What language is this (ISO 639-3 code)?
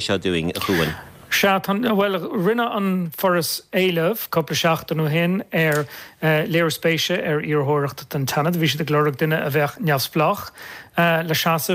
gle